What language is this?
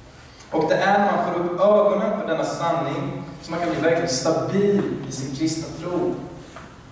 Swedish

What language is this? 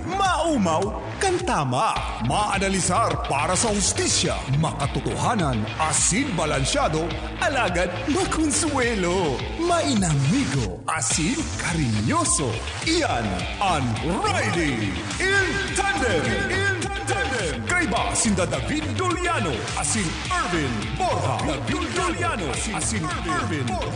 Bikol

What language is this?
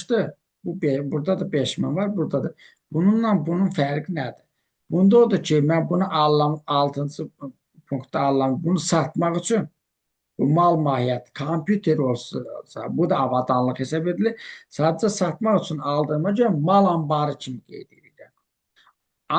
Azerbaijani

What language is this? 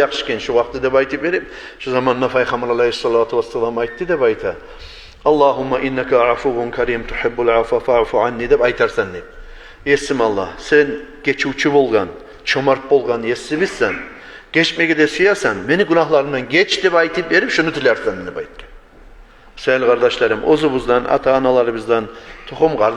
Kumyk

